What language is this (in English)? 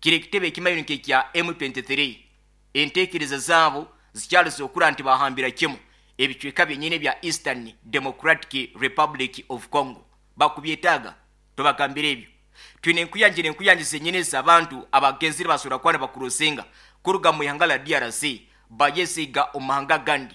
Nyoro